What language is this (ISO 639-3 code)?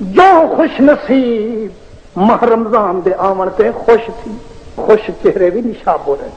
skr